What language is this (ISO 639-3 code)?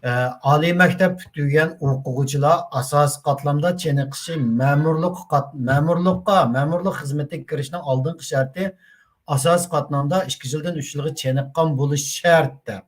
uig